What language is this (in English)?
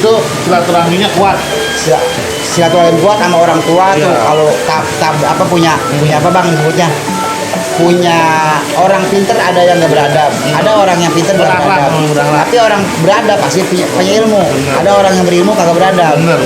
Betawi